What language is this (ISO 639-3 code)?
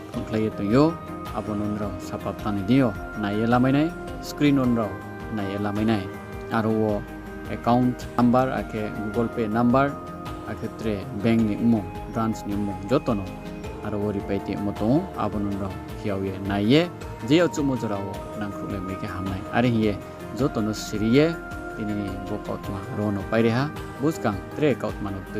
ria